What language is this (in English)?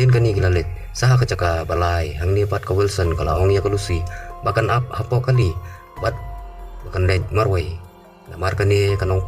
Khasi